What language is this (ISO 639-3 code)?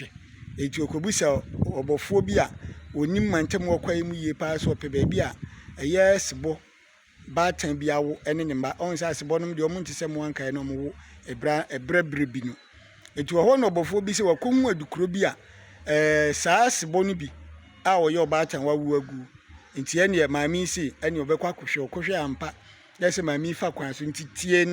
aka